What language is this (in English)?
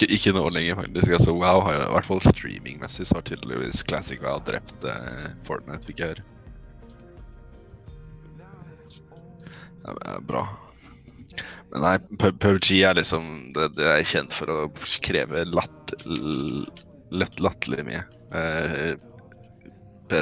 Norwegian